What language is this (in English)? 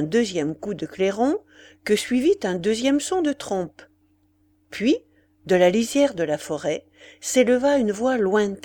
French